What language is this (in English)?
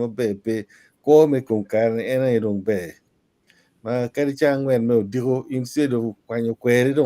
Acoli